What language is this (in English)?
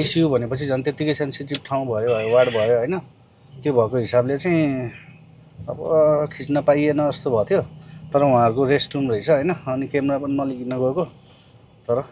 Nepali